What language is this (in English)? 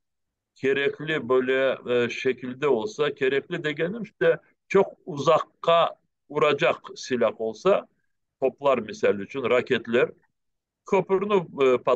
Crimean Tatar